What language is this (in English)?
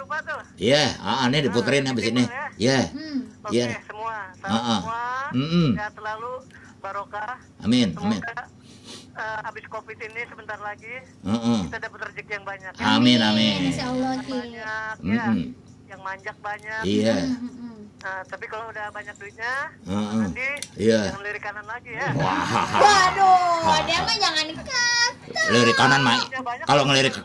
Betawi